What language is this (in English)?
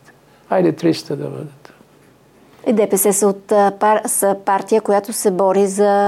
Bulgarian